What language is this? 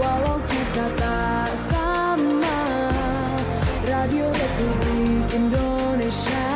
Manado Malay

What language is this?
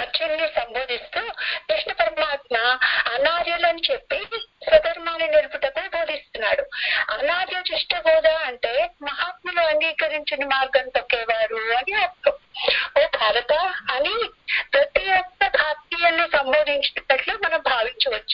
Telugu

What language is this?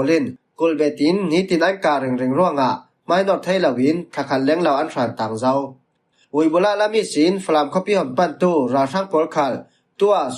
Falam Chin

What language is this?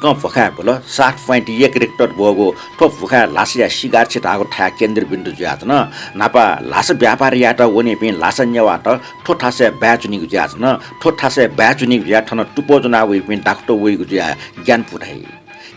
Newari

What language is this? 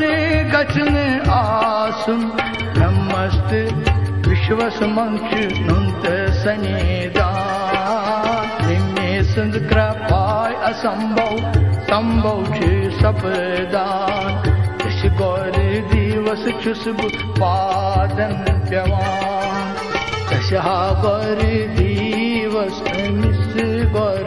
Kashmiri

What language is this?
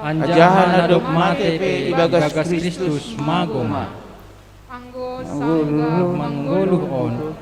Batak Simalungun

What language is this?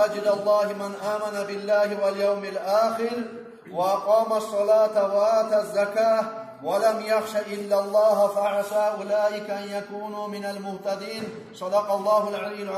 Kumyk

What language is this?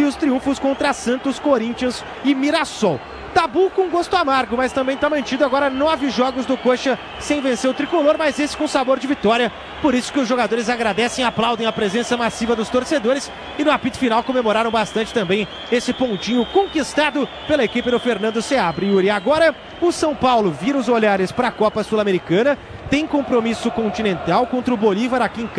Portuguese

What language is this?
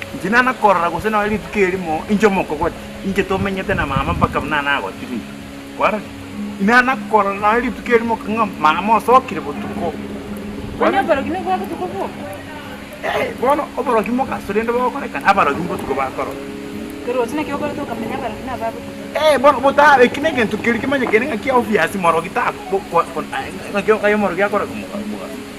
Gusii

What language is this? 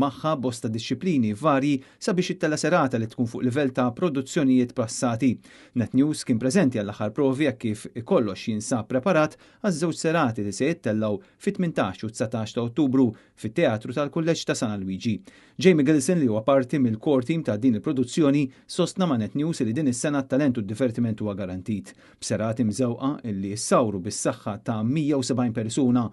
Maltese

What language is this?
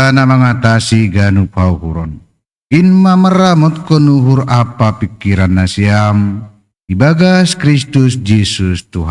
Batak Simalungun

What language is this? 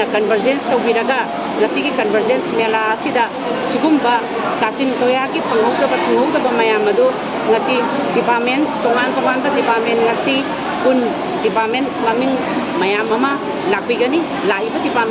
Manipuri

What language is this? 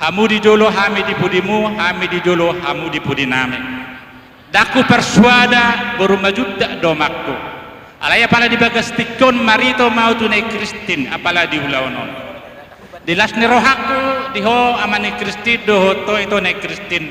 Batak Toba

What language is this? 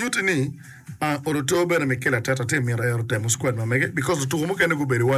Acoli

